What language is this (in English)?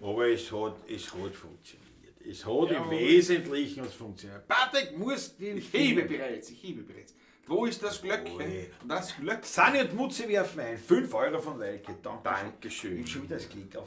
Bavarian